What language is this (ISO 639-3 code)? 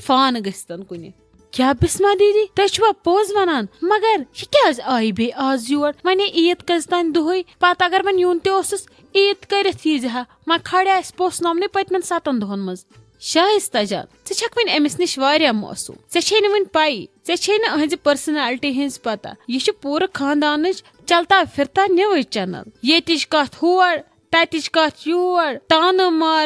kas